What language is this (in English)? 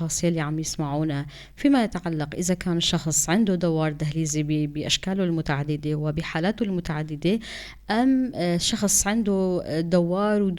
North Levantine Arabic